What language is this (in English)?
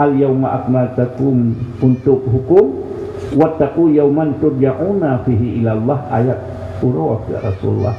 Achinese